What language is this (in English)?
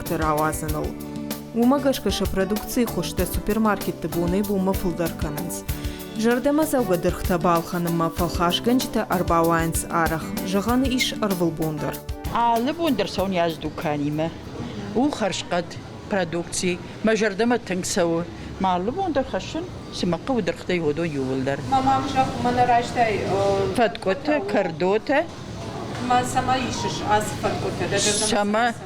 Ossetic